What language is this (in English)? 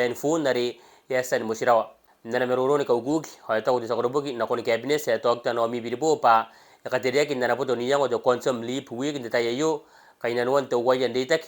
Gilbertese